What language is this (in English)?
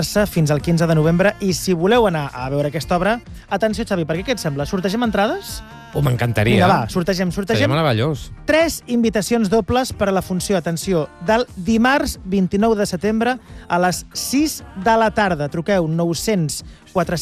Catalan